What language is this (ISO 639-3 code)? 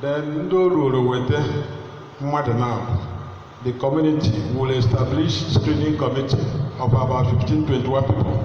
ibo